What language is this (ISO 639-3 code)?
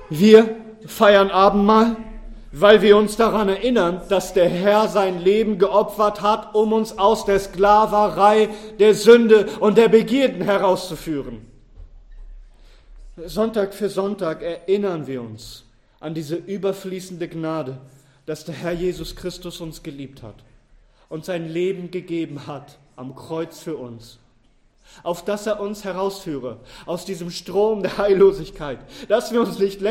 deu